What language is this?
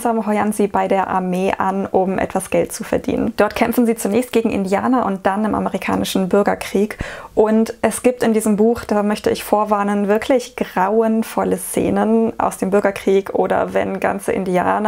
German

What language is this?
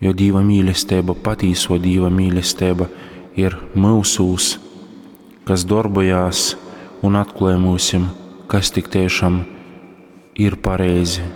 Latgalian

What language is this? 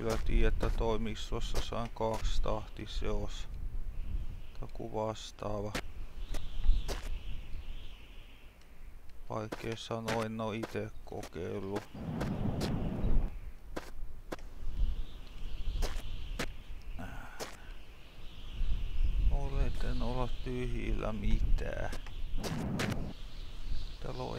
Finnish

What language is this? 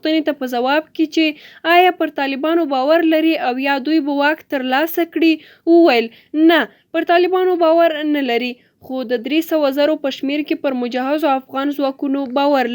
Pashto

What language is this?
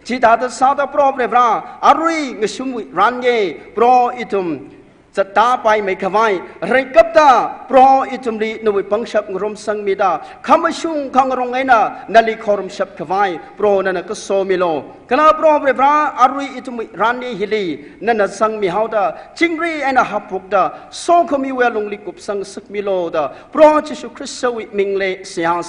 Tangkhul Naga (India)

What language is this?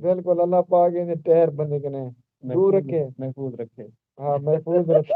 Saraiki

